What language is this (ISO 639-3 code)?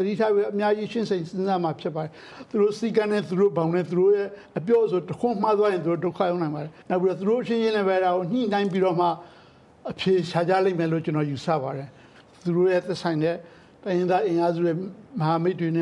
mya